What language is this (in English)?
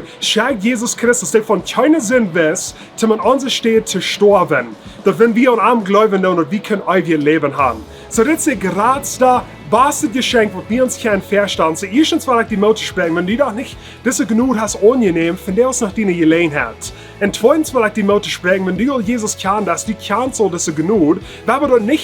Plautdietsch